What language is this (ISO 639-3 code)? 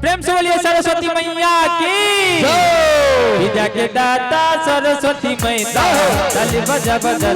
mai